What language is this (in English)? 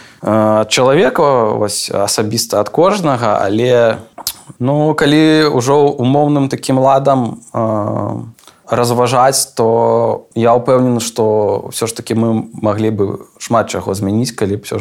Belarusian